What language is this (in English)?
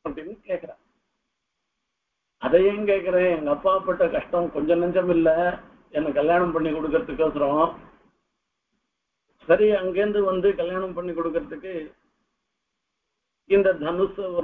Tamil